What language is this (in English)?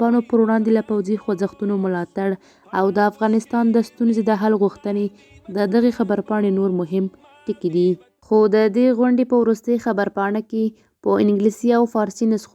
Pashto